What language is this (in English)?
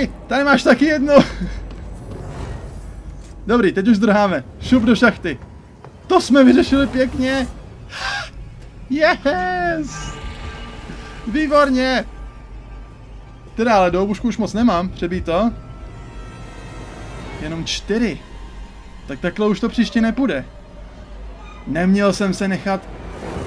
Czech